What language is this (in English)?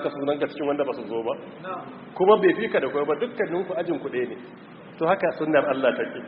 Hausa